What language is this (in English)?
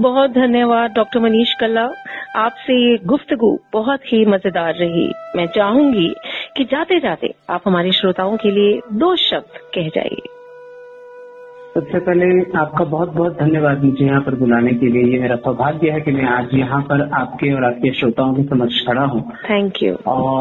Hindi